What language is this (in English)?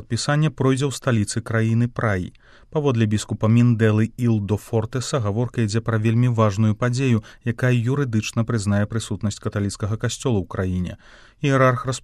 Belarusian